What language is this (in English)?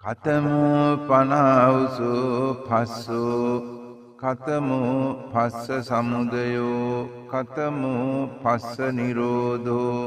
Sinhala